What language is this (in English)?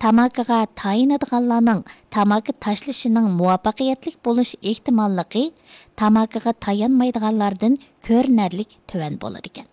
Uyghur